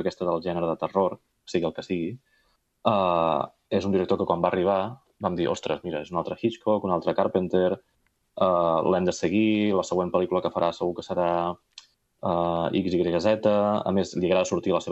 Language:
Catalan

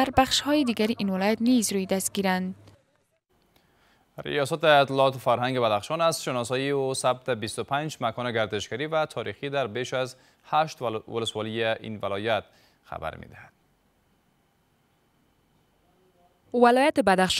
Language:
Persian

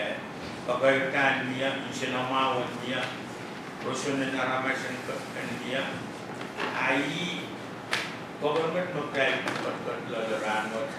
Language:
Pohnpeian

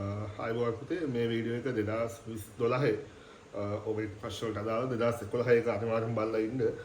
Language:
Sinhala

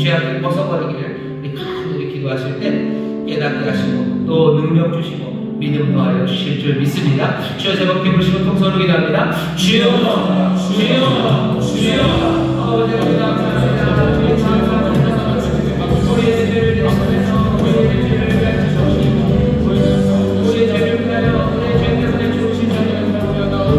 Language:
Korean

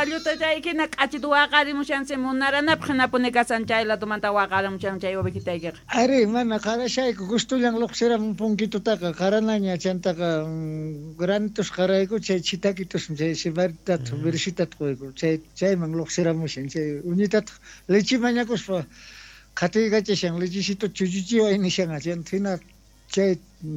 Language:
South Bolivian Quechua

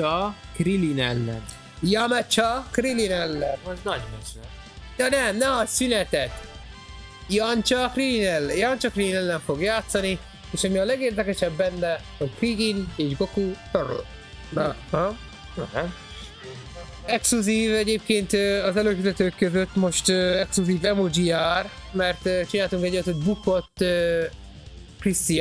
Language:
Hungarian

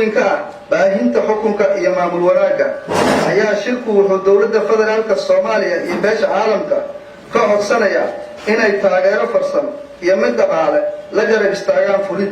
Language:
Somali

